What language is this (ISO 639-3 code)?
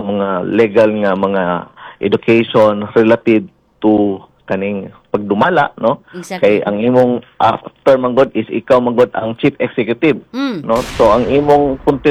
ceb